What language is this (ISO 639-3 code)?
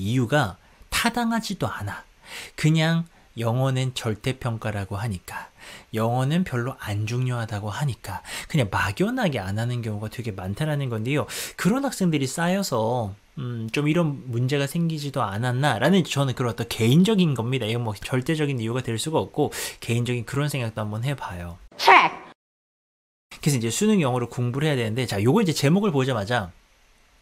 kor